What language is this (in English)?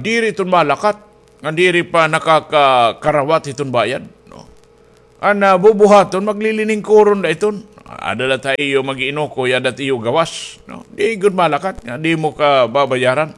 Waray